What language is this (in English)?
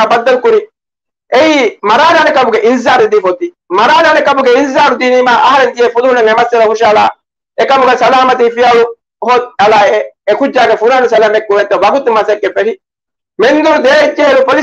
Divehi